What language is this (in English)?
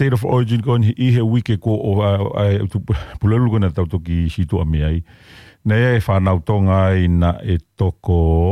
Tongan